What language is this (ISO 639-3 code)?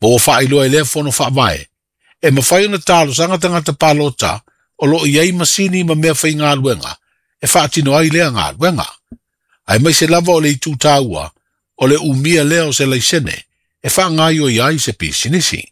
smo